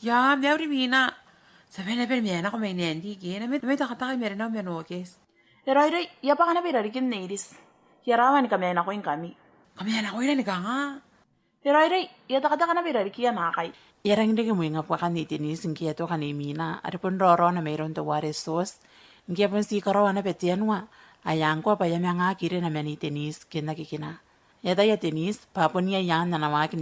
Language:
Gilbertese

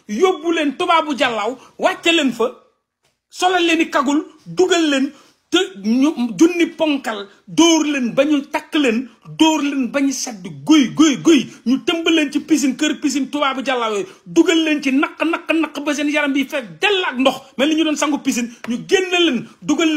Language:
Wolof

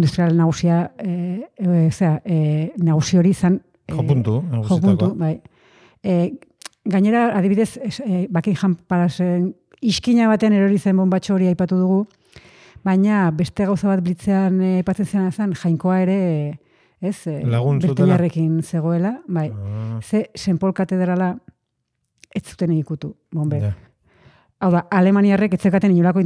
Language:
Basque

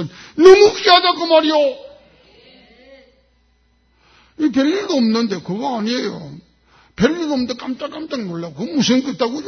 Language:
Korean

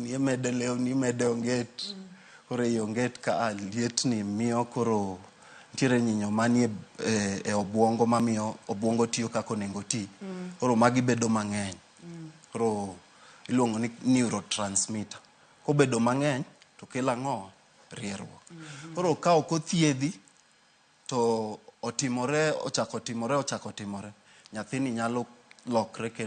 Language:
Luo (Kenya and Tanzania)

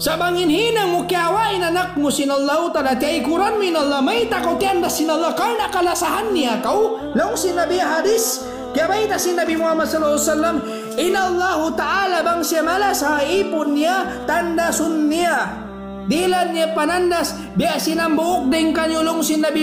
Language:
Tausug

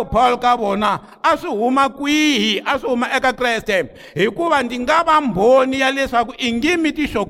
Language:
Tsonga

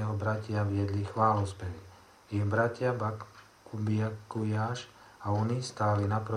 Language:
Slovak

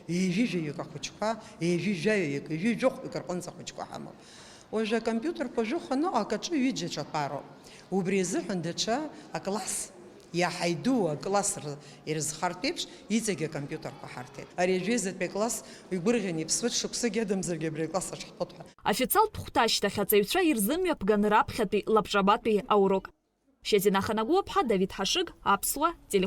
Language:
Abkhazian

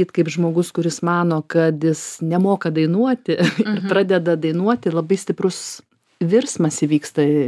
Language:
Lithuanian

